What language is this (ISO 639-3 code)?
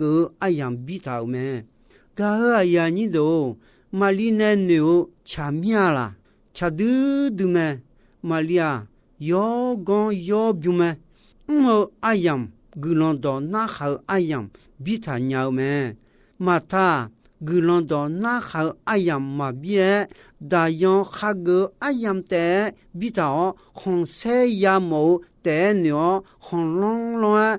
ahk